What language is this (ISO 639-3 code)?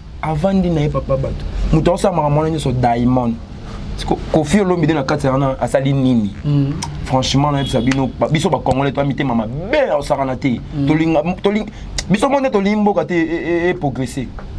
lin